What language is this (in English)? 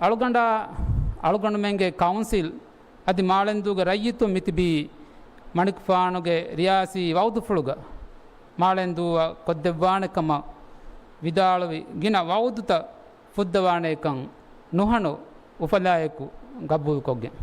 Divehi